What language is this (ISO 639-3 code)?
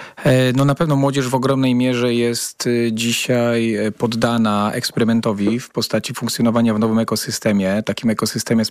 pol